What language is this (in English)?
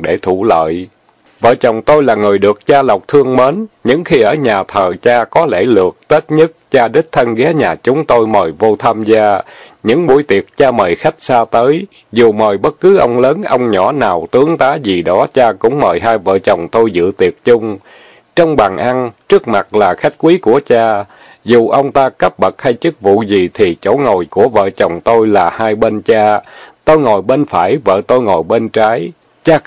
Vietnamese